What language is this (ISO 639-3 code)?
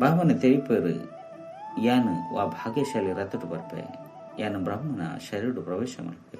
tcy